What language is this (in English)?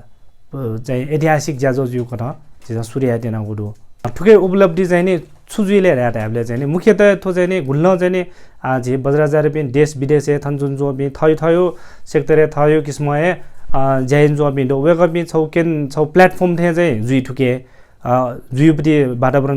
Newari